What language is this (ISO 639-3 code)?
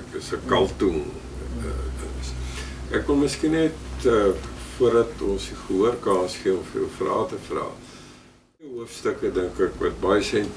afr